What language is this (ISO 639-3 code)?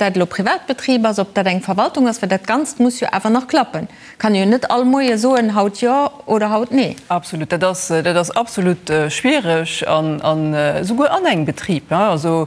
ltz